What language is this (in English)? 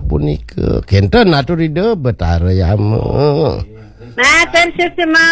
Balinese